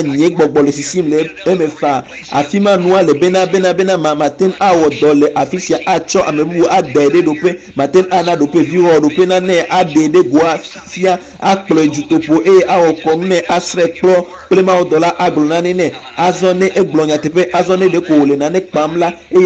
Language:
Ewe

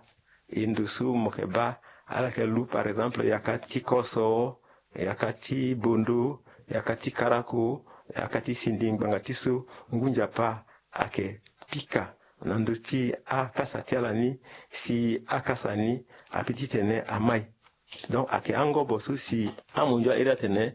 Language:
Sango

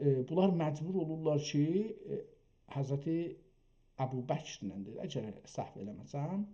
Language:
South Azerbaijani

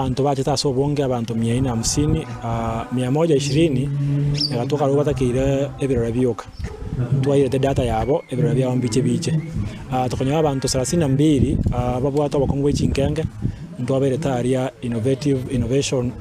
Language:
Gusii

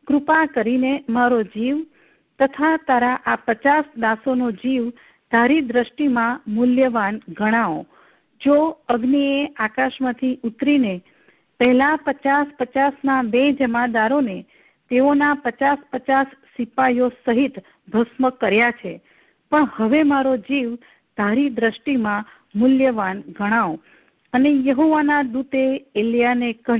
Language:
Gujarati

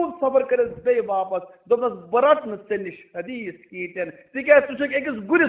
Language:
Kashmiri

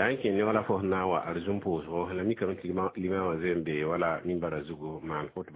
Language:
Mossi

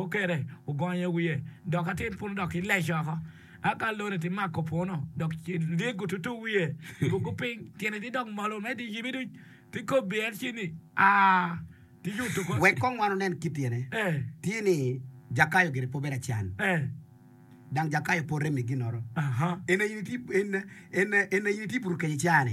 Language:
Acoli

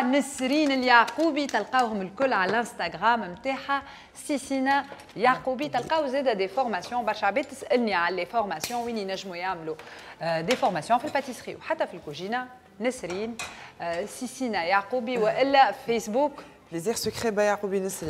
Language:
Tunisian Arabic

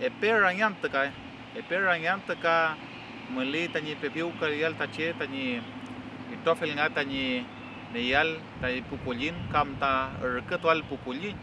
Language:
Mapuche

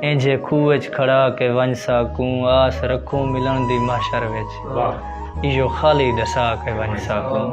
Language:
Saraiki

